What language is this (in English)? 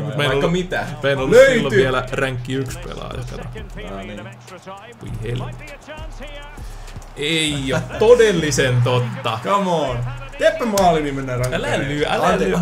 Finnish